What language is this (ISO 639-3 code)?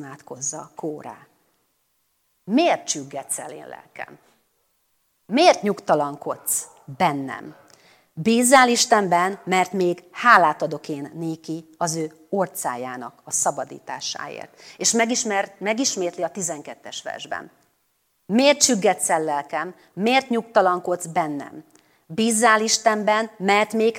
hun